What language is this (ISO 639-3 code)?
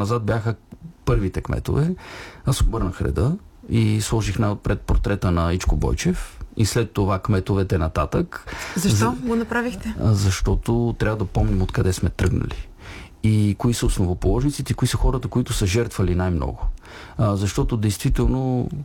bul